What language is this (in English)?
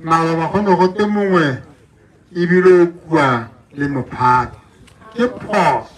Tswana